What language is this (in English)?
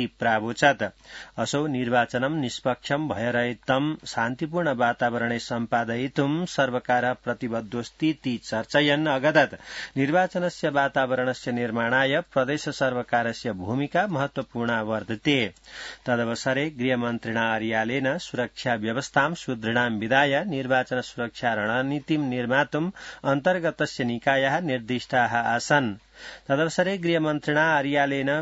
Sanskrit